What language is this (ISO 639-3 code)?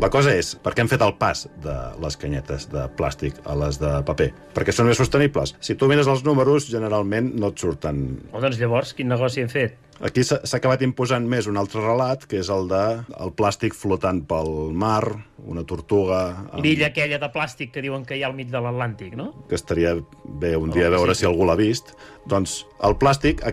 cat